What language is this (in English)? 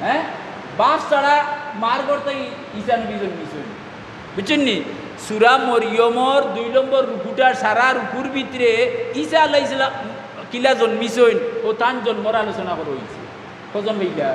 Sylheti